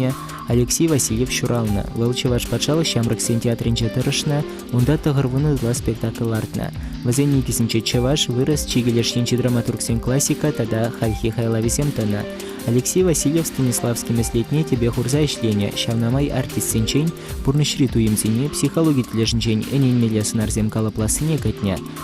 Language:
Chuvash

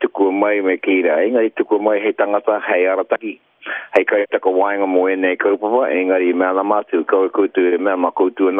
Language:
Māori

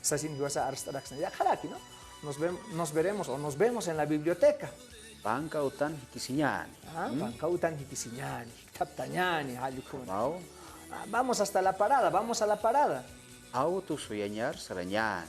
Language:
Aymara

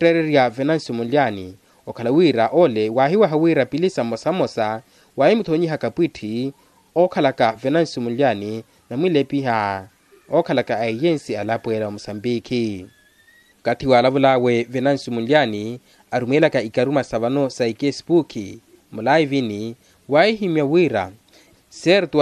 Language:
Makhuwa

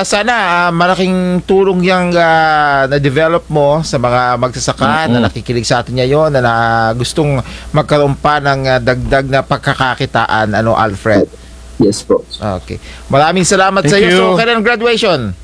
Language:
Filipino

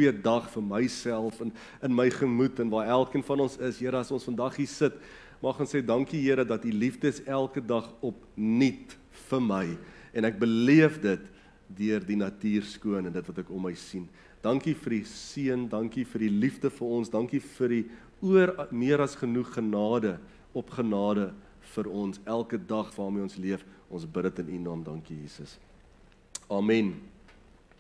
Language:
Afrikaans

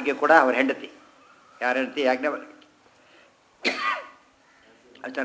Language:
Kannada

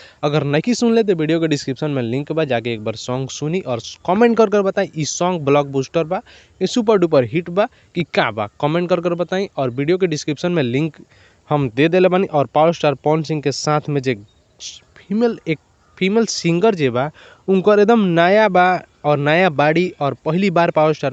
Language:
Bhojpuri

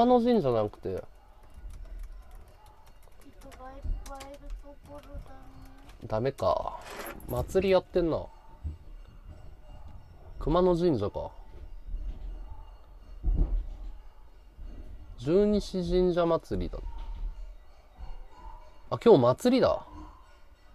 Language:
Japanese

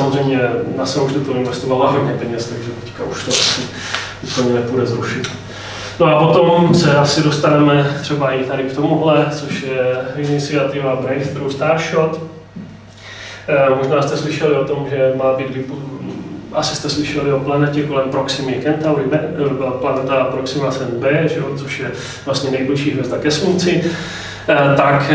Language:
Czech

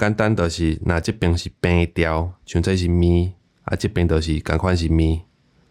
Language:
Min Nan Chinese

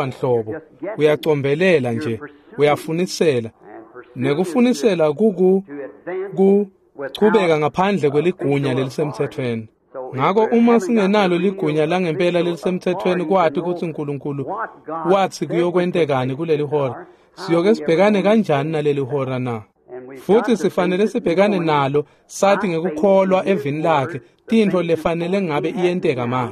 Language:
Swati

